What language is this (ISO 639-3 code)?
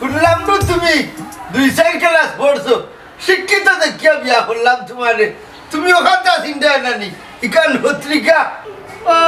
syl